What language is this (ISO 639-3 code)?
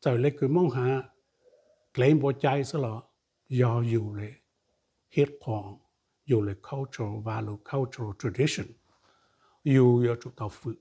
hmn